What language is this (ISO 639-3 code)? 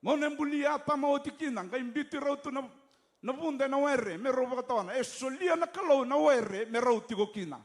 fij